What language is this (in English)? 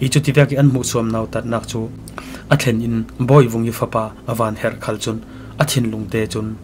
Falam Chin